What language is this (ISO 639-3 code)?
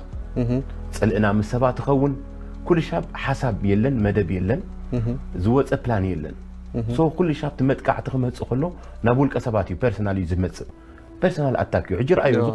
tir